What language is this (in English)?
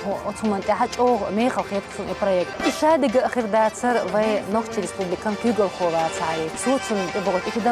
Chechen